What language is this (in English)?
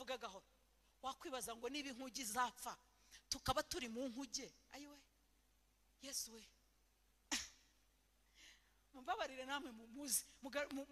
Kinyarwanda